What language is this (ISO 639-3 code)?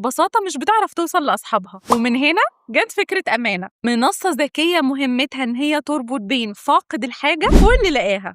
arz